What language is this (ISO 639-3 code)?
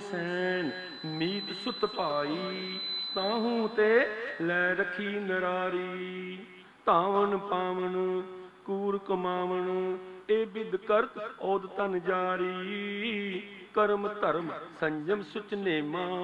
pan